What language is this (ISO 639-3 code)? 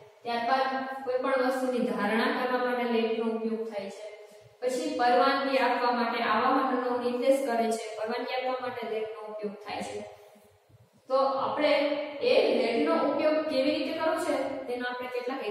guj